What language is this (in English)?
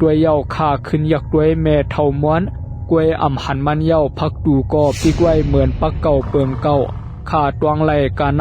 Shan